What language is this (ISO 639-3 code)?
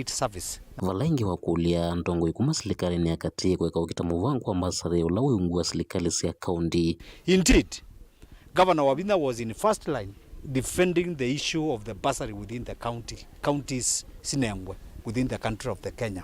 kam